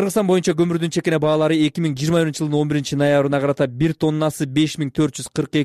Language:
Kyrgyz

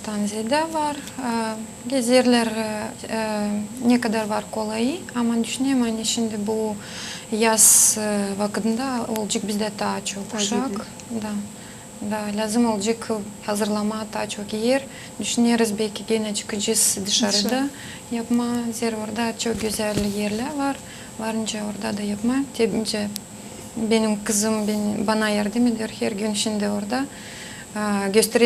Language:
Gagauz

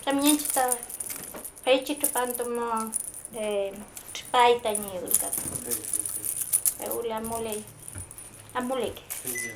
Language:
Mapuche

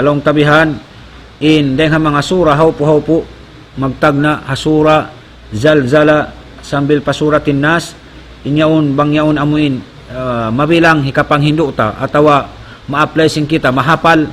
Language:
Tausug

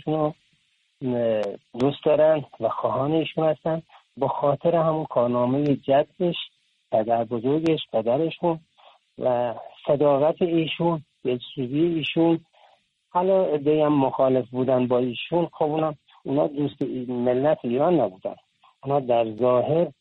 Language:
Persian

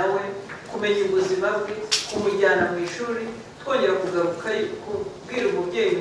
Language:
Kinyarwanda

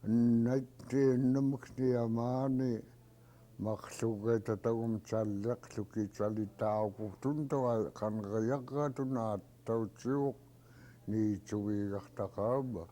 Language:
Central Yupik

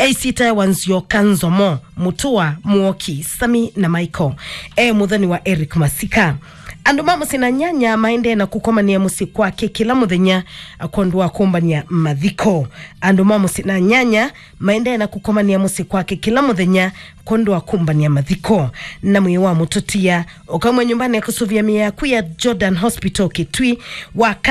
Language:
Kamba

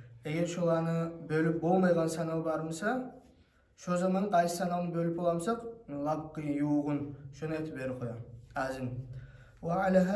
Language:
Kumyk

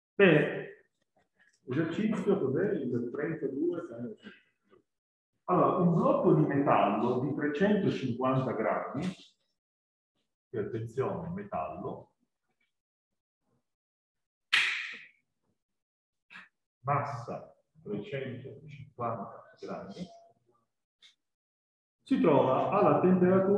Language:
Italian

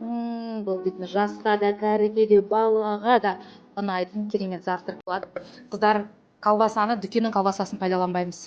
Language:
Kazakh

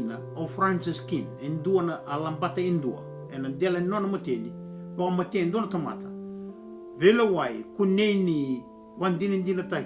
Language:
Fijian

